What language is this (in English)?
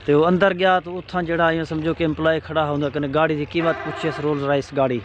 Saraiki